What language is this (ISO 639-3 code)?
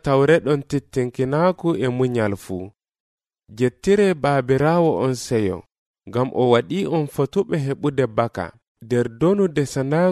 fuv